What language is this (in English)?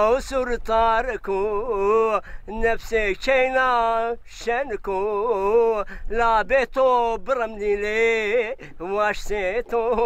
Zaza